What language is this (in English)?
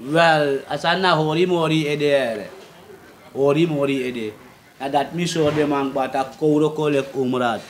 Sranan Tongo